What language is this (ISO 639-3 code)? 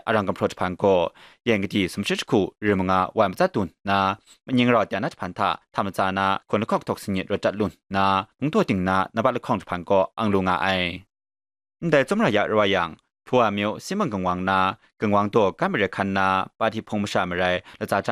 kac